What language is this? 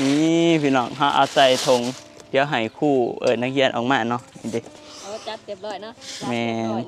Northeastern Thai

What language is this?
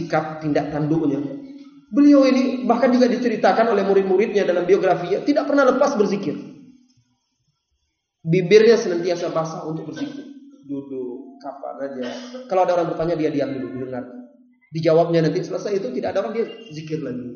Indonesian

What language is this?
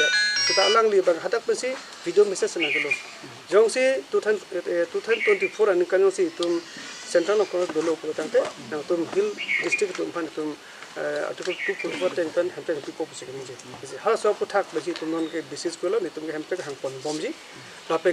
Karbi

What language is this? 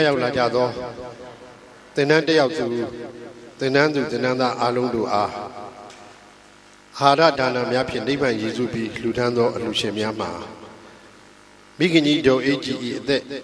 Burmese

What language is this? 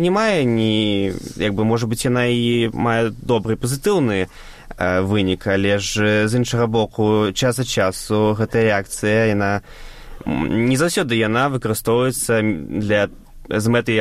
Belarusian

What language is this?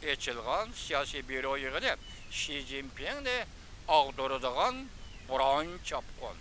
Uyghur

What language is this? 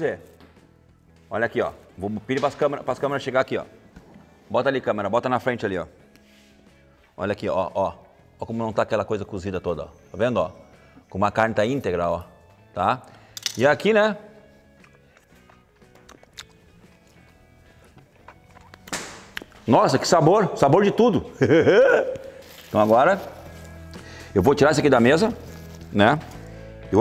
Portuguese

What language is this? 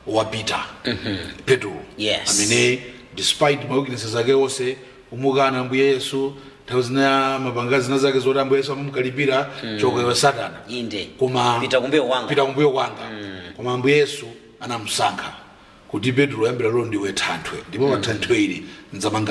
Nyanja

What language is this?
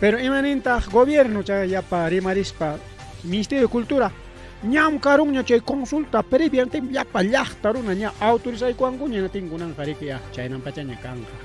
Ayacucho Quechua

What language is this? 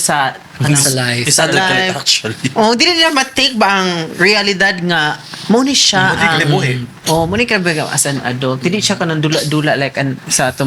Cebuano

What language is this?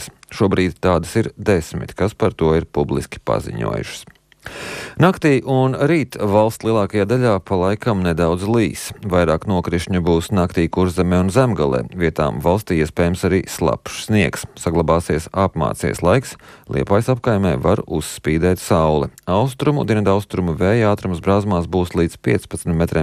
Latvian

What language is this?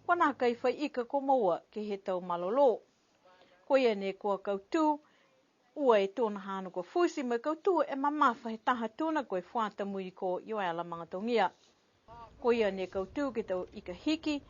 Niuean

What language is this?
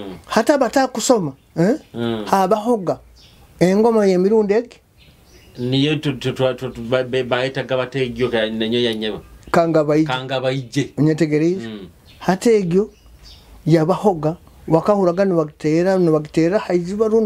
Nyoro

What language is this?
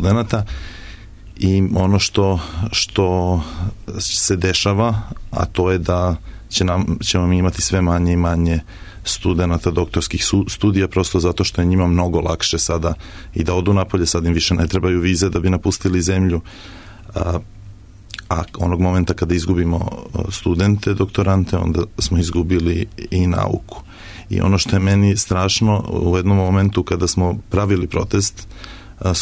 Serbian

